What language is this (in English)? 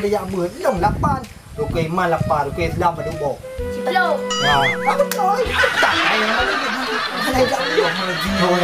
Achinese